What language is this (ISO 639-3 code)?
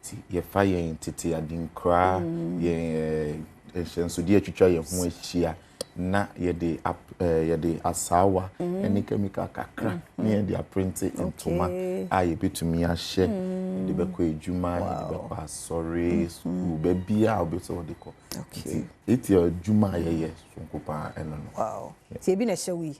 aka